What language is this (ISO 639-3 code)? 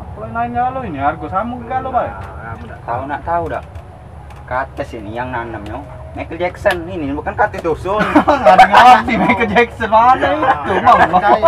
mui